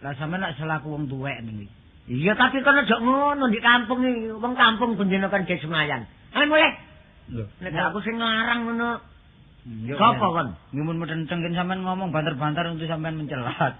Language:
Javanese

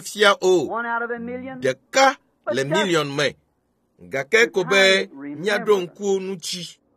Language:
Ewe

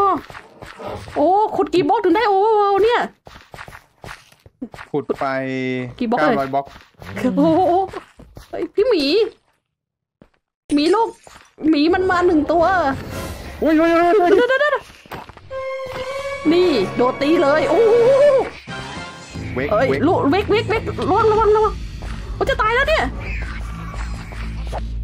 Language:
Thai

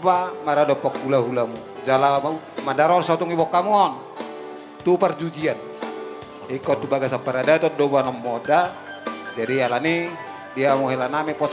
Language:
Batak Toba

